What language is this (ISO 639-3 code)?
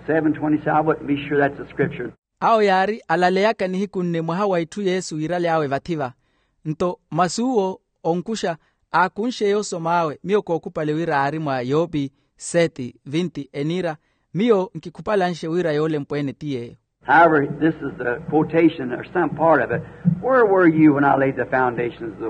vmw